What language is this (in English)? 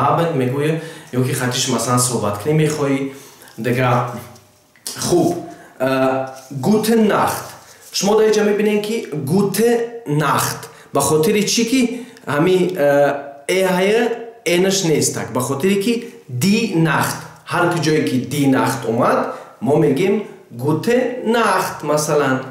Tajik